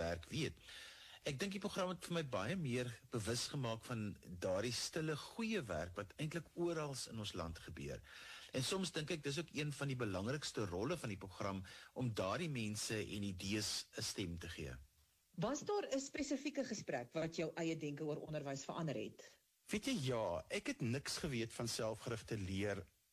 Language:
Afrikaans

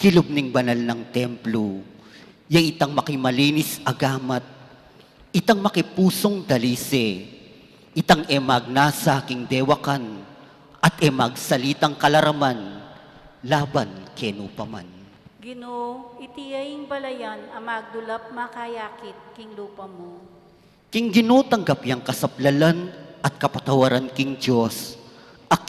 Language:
Pampanga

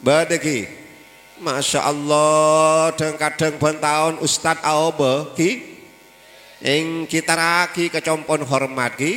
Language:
Madurese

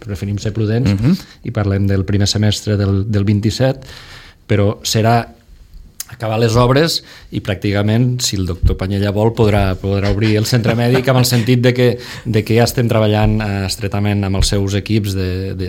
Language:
Catalan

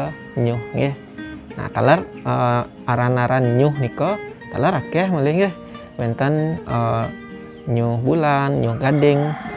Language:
Balinese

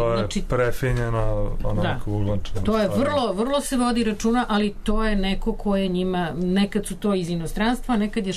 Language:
Serbian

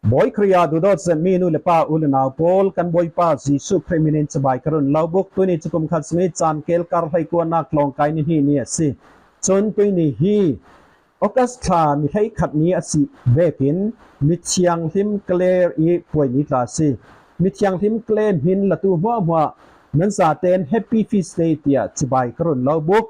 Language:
Falam Chin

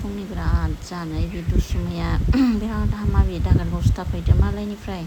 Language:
Bodo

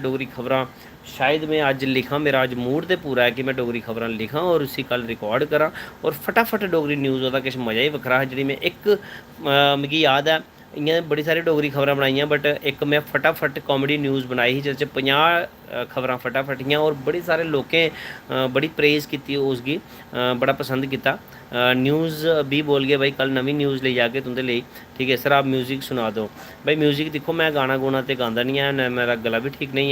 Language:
Dogri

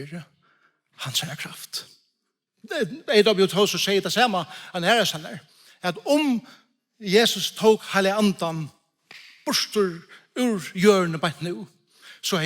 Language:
Faroese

